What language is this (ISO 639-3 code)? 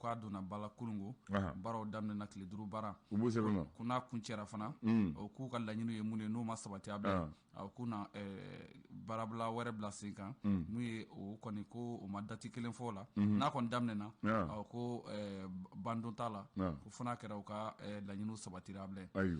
bam